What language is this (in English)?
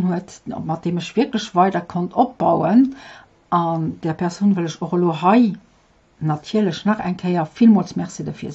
Luxembourgish